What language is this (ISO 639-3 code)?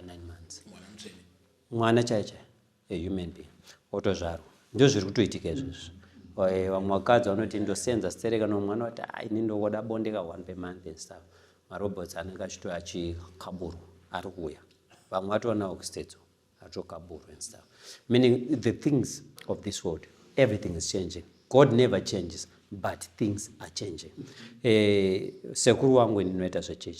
sna